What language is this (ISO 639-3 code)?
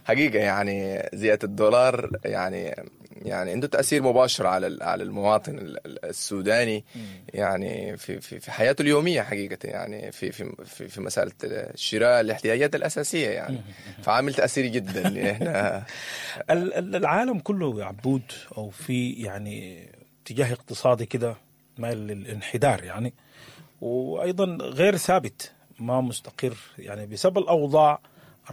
apd